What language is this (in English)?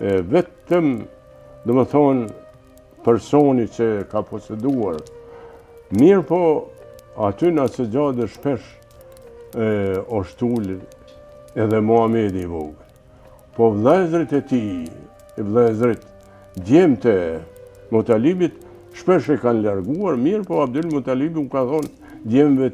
Albanian